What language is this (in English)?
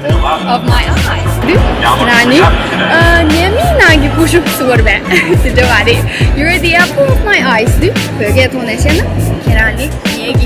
Tibetan